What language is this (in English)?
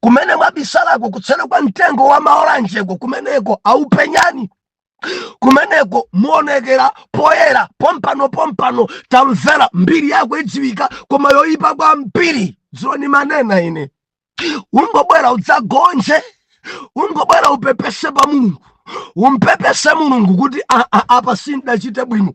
Nyanja